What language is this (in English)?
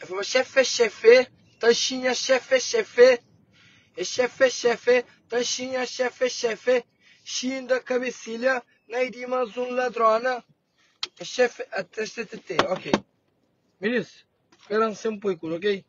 Kabuverdianu